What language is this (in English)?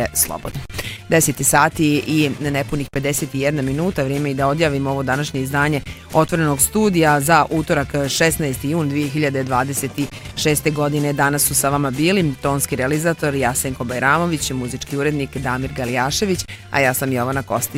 Bosnian